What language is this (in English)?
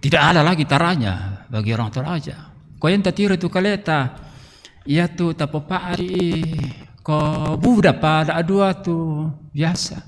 Toraja-Sa'dan